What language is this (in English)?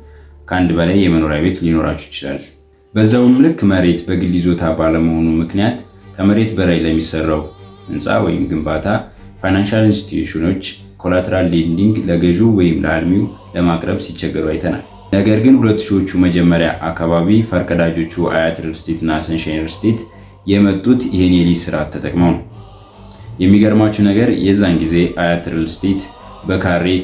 Amharic